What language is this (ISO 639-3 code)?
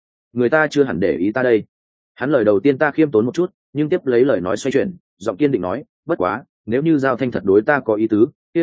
vie